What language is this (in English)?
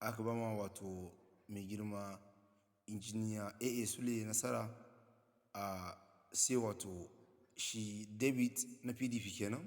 Hausa